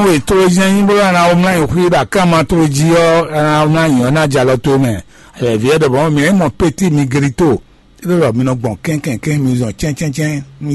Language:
Fon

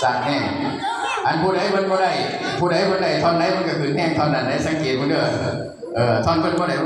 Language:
Lao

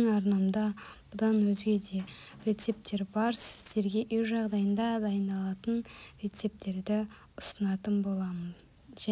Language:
Kazakh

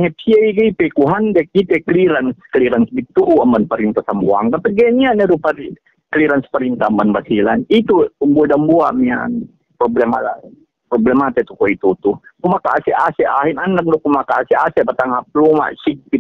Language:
Yakan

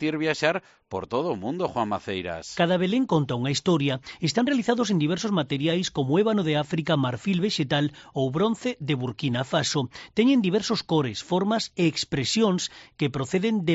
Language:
Galician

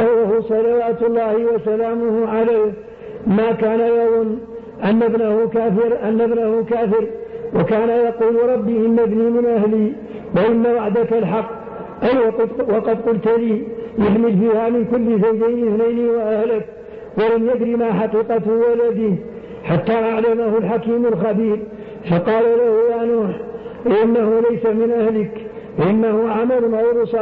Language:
Arabic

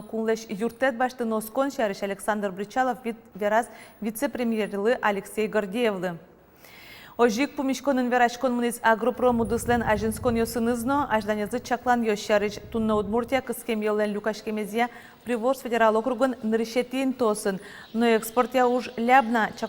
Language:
Udmurt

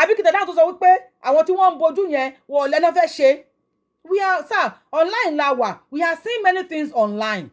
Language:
Yoruba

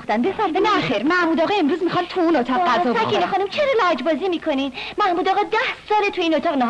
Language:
Persian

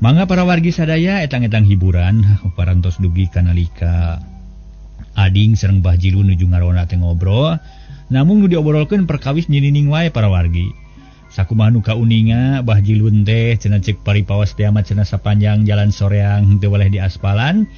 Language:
Sundanese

